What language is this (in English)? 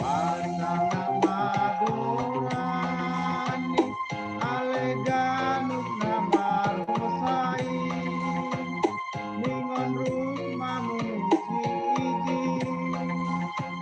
Batak Simalungun